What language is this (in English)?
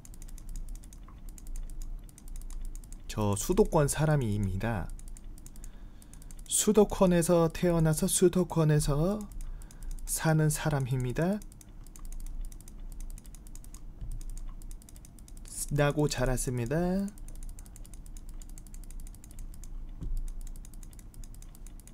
Korean